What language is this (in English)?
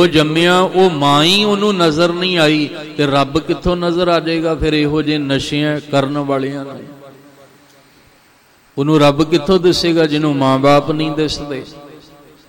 Punjabi